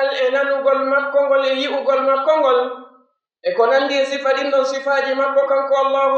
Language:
Pular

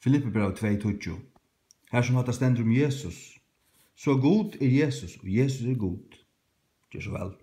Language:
Faroese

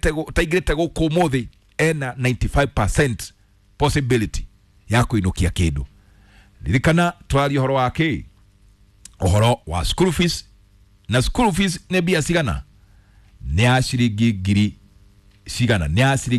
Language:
Kikuyu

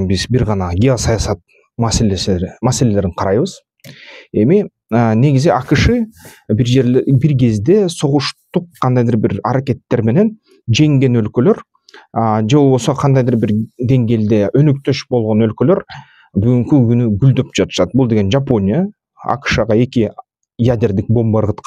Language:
Kyrgyz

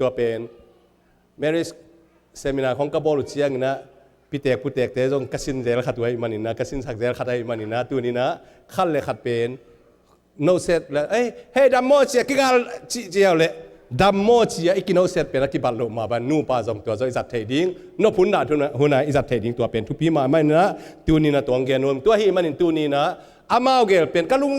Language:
Tedim Chin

